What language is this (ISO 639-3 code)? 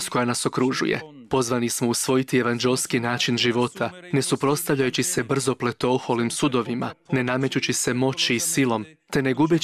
hrv